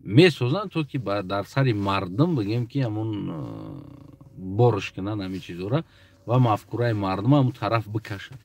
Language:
Tajik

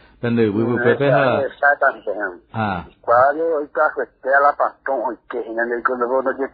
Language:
Guarani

